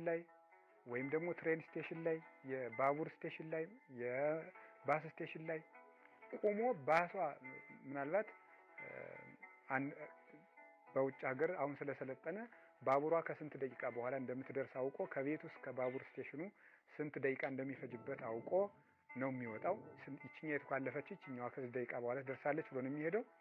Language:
Amharic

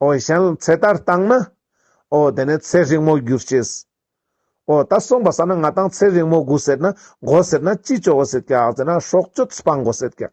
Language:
Ladakhi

